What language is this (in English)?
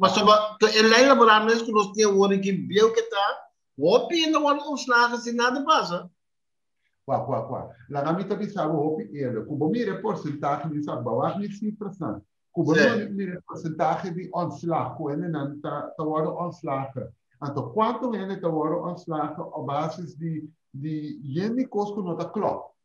Papiamento